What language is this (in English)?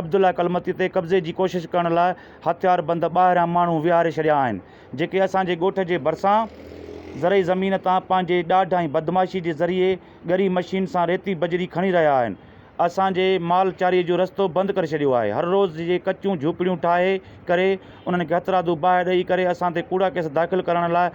Sindhi